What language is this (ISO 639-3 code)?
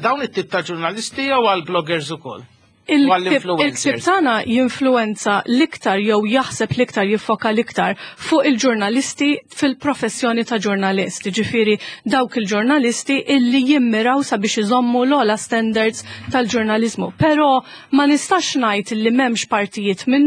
mlt